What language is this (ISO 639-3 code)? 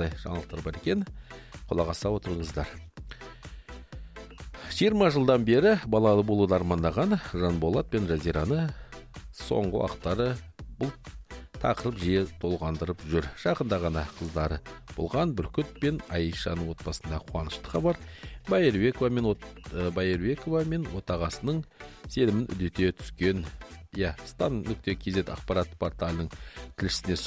kaz